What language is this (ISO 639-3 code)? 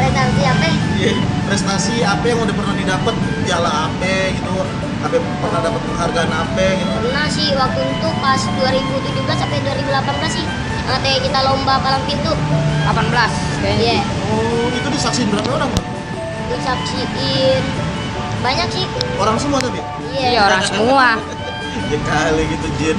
bew